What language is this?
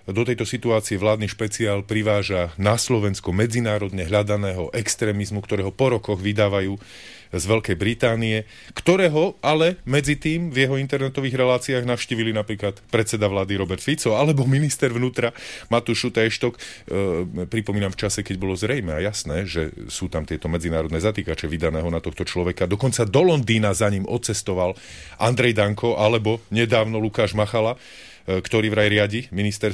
Slovak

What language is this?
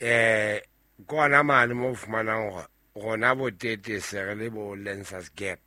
Southern Sotho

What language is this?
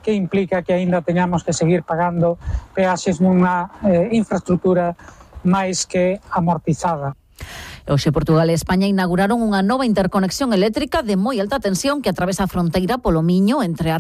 Galician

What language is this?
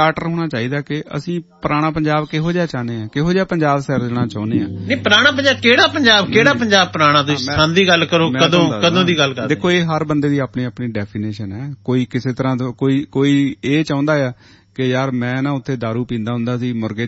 Punjabi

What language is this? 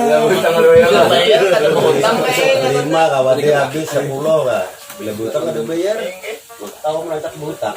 Banjar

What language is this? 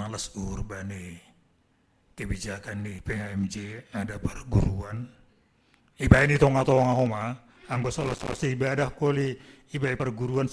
Batak Simalungun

